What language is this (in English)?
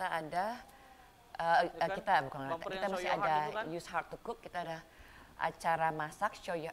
Indonesian